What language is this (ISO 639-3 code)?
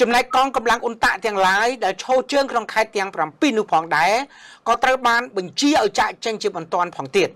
khm